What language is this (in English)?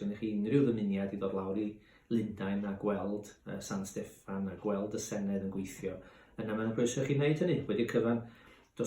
Welsh